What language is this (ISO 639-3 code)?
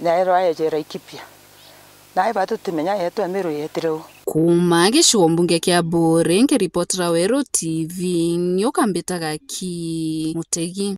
mer